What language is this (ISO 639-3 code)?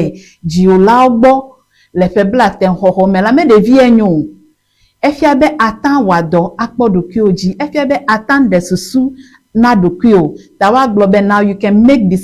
ewe